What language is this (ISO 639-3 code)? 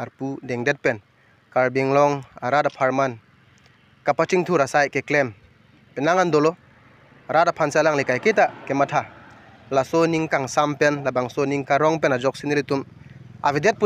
mjw